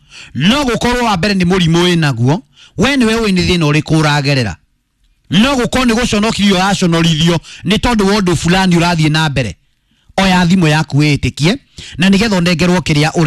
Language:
Kikuyu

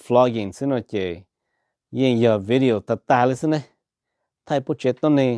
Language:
Hmong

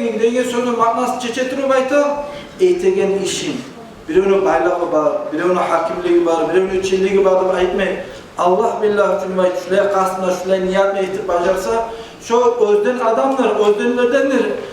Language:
Kumyk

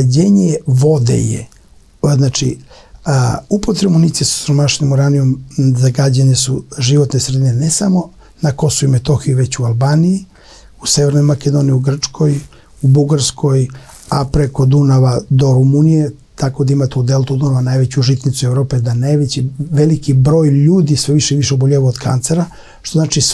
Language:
Serbian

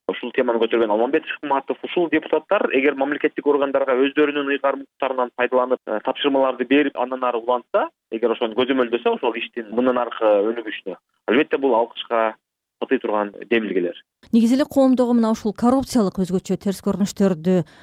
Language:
Kyrgyz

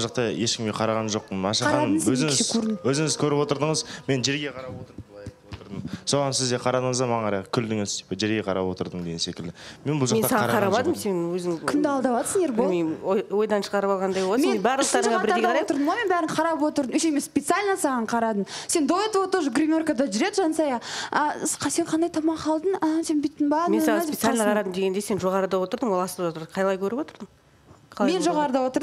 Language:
Kazakh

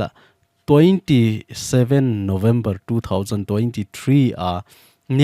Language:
Thado Chin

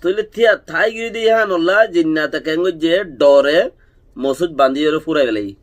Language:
Rohingya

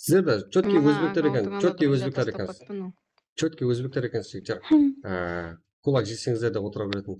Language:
Kara-Kalpak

